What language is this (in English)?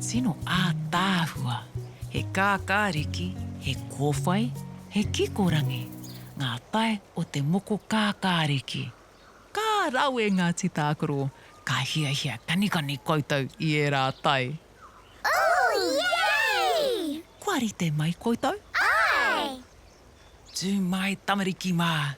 Māori